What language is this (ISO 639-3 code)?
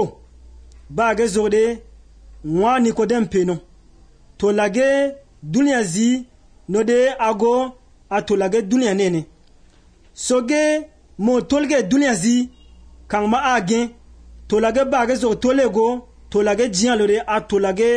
eus